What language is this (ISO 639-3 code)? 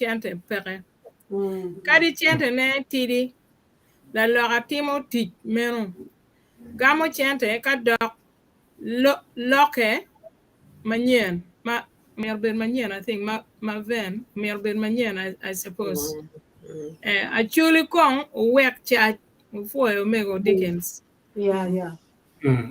ach